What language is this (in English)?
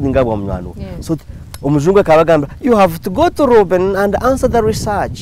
Nyankole